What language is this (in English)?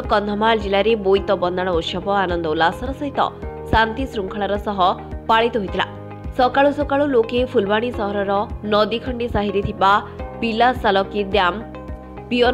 Odia